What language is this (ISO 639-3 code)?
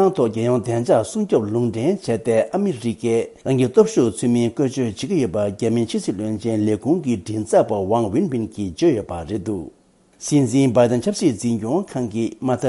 bod